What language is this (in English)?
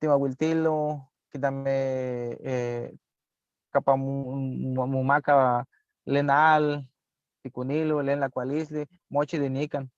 Eastern Huasteca Nahuatl